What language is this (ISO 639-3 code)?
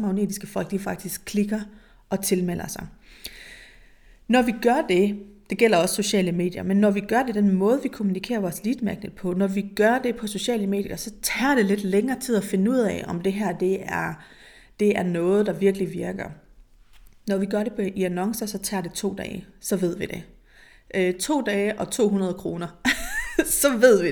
dan